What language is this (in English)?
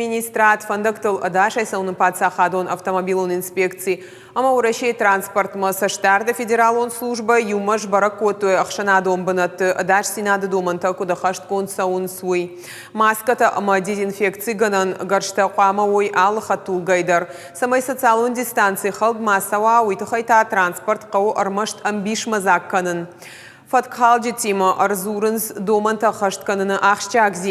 Ossetic